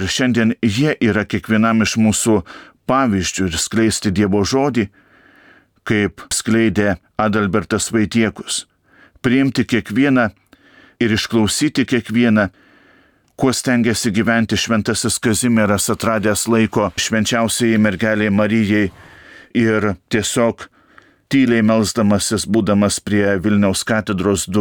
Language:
Lithuanian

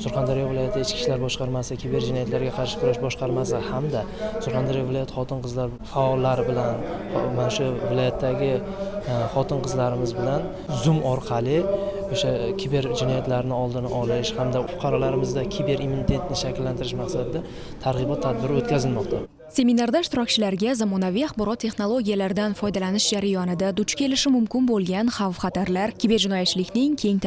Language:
Uzbek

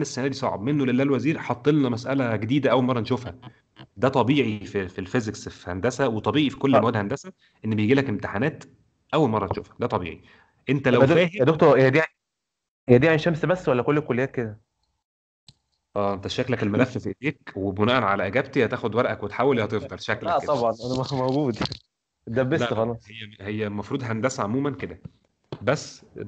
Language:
Egyptian Arabic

